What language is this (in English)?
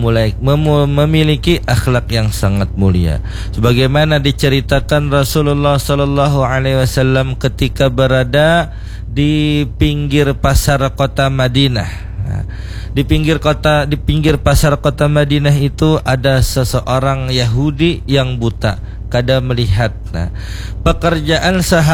Banjar